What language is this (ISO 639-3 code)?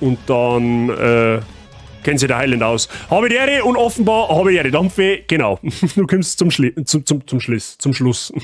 bar